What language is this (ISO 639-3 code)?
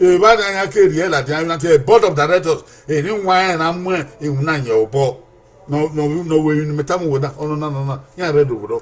bin